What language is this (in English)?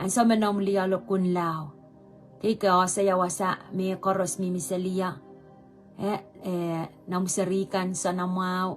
Pohnpeian